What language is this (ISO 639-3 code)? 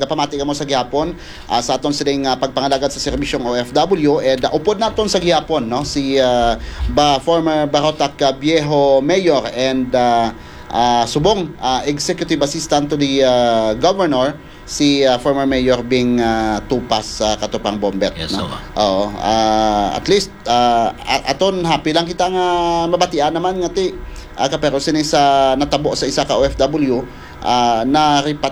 hil